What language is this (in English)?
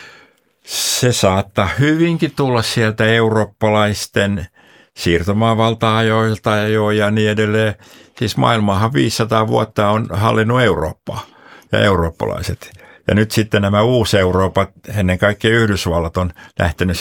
Finnish